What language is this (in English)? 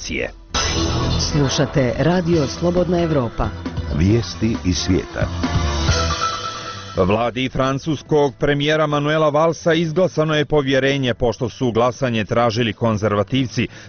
Bosnian